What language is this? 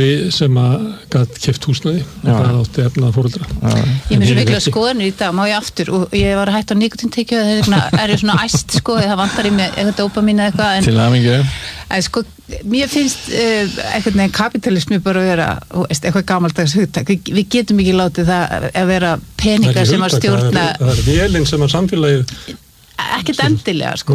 Icelandic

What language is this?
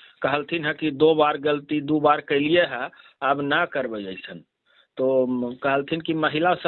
Magahi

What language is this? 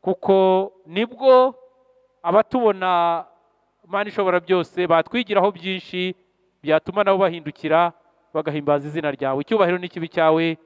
Kinyarwanda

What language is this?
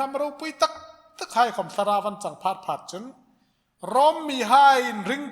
Hmar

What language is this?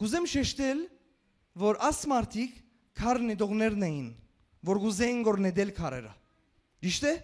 Western Armenian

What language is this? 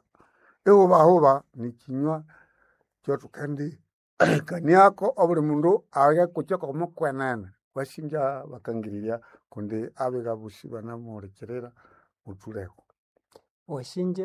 Nande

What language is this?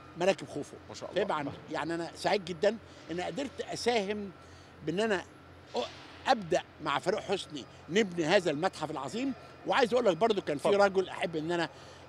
Egyptian Arabic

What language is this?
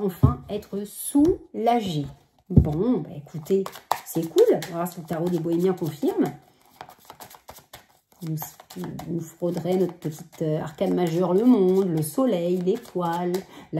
French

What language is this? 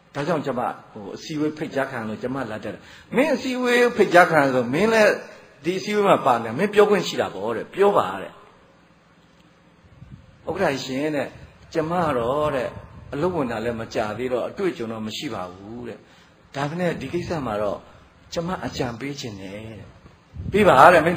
Burmese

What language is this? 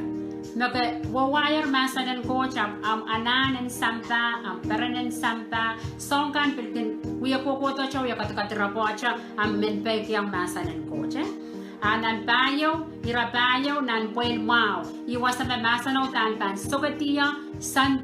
Pohnpeian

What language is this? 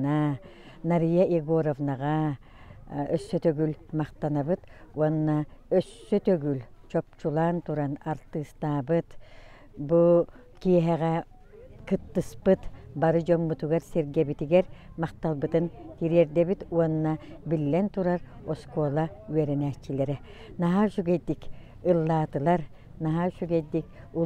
Yakut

